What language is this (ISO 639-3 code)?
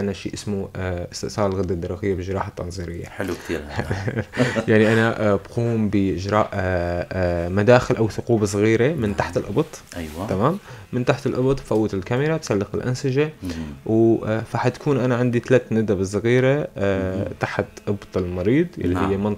apc